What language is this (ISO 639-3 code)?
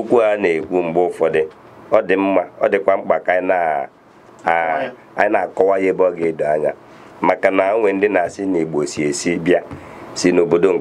ibo